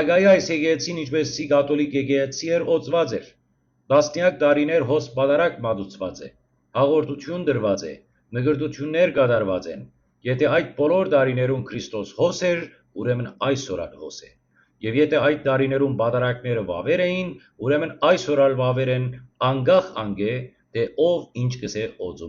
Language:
Western Armenian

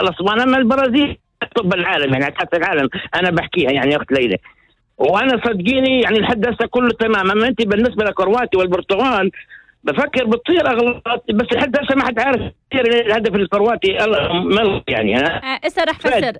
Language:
North Levantine Arabic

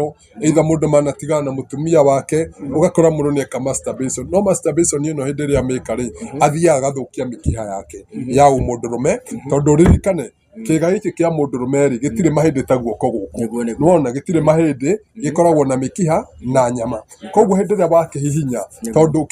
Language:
Kikuyu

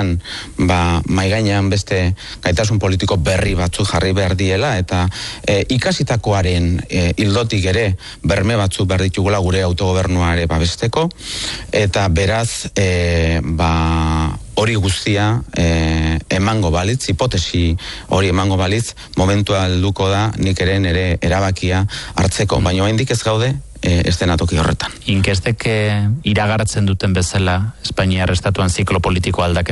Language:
Basque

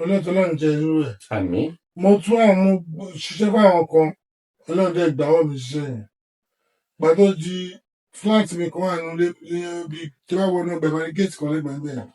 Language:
Yoruba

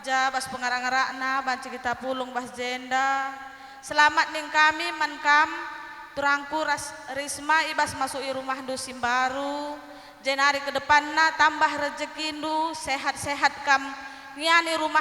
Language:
Batak Karo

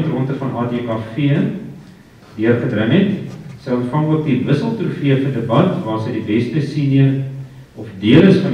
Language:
Afrikaans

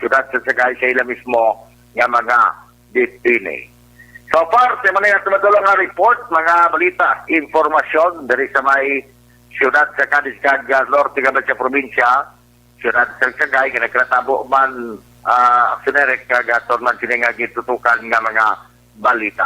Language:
Hiligaynon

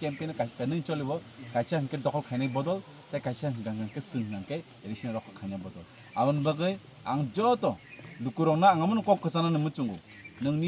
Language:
Kok Borok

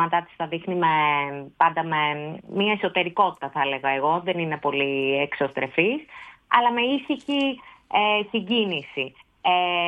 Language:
Greek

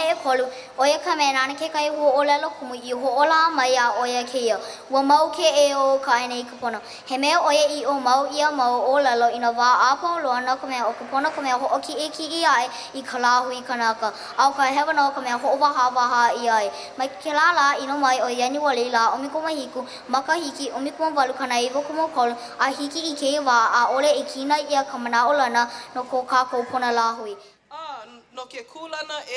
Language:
Hawaiian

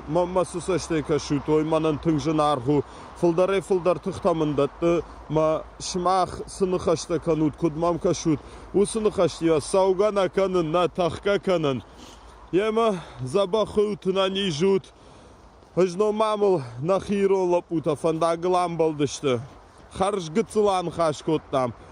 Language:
Ossetic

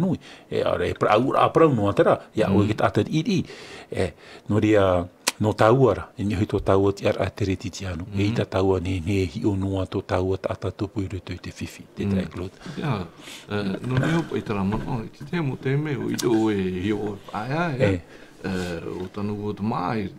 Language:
Tahitian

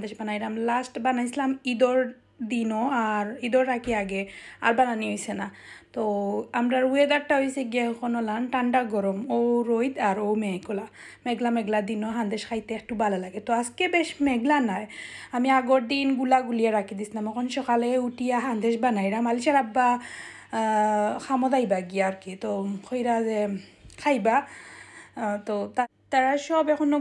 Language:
Sylheti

